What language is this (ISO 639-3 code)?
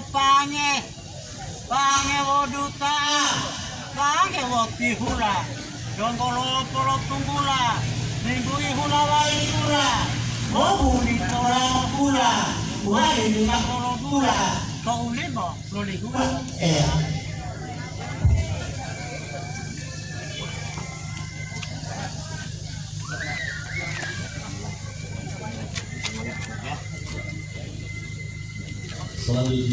gor